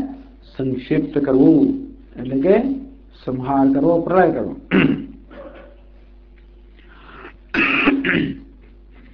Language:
Gujarati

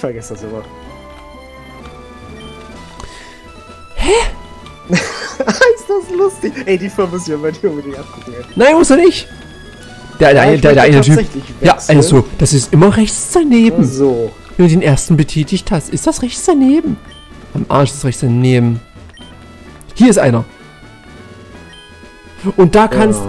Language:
German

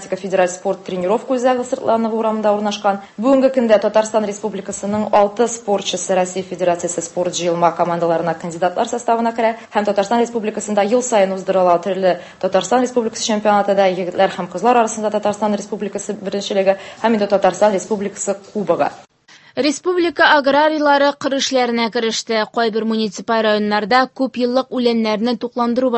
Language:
Tatar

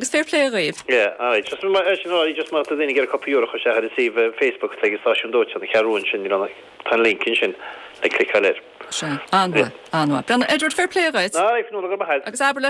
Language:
Irish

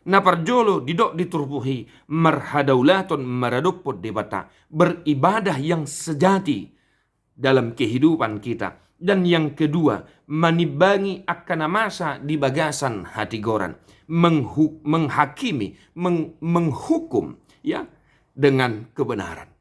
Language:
Batak Toba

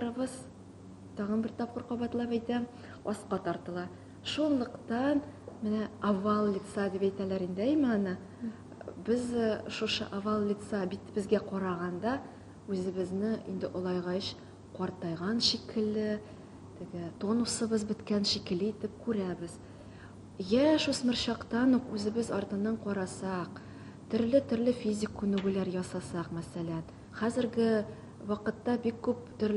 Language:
Tatar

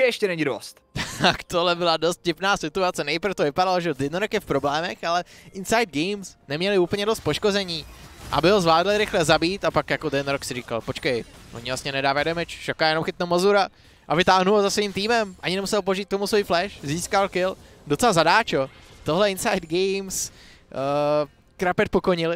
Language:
Czech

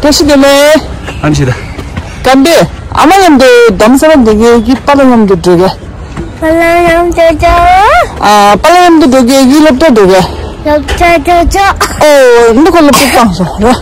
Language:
Tibetan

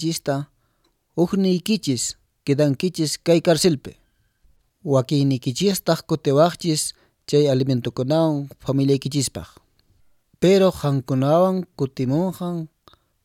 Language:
Quechua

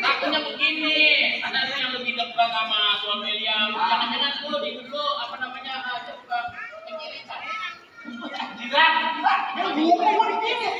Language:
Betawi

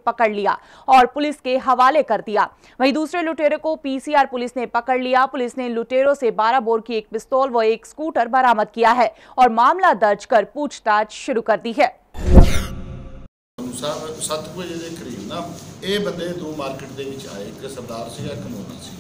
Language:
Punjabi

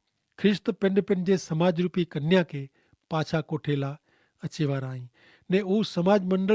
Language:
Kachhi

